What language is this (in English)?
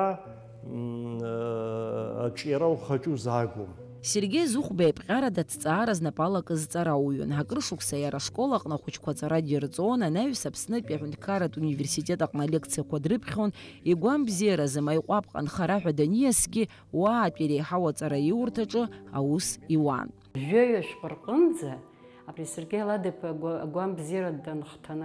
Abkhazian